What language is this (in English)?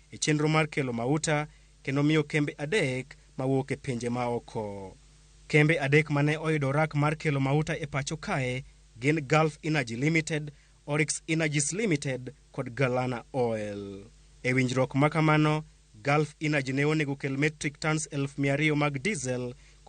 Luo (Kenya and Tanzania)